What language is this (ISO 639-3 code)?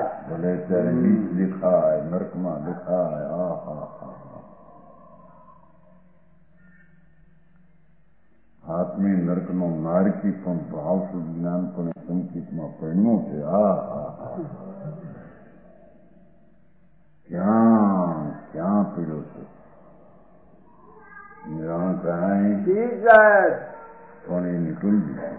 guj